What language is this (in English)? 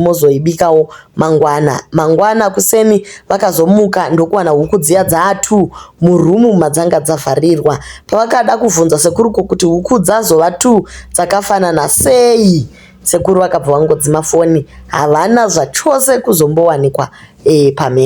Shona